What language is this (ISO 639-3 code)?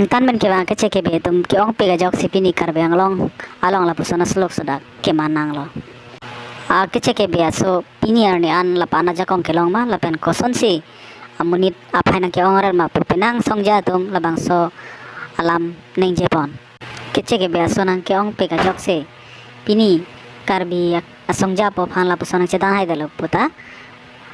mjw